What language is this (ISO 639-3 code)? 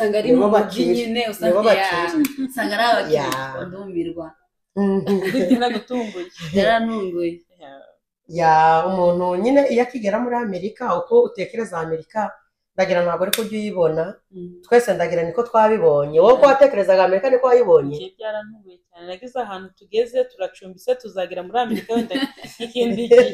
kin